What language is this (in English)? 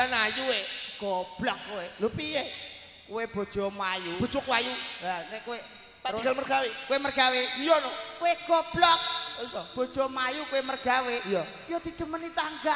Javanese